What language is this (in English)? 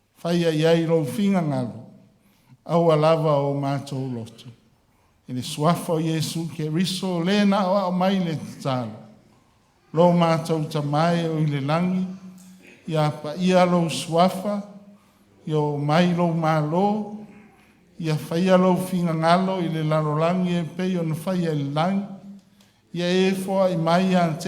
Samoan